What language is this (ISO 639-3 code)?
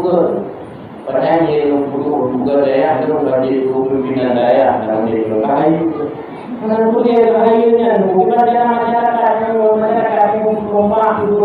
ace